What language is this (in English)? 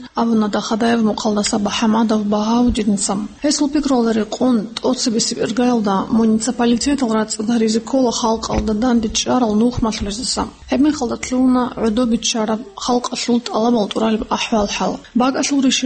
Avaric